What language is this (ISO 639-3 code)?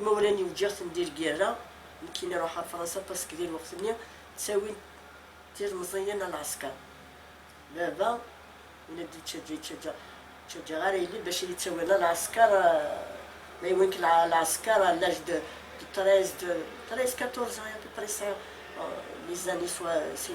kab